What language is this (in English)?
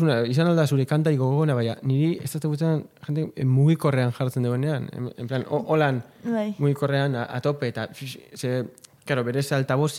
Basque